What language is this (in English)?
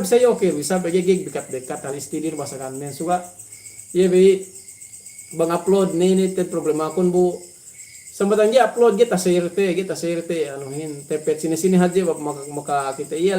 Yakan